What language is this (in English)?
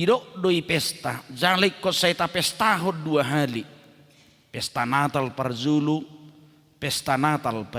Batak Toba